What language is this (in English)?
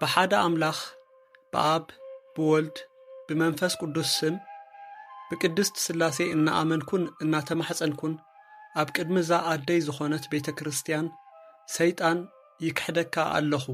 Tigrinya